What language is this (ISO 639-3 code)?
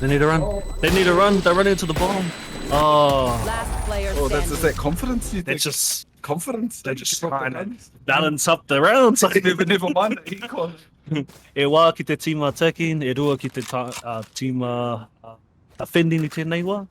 mri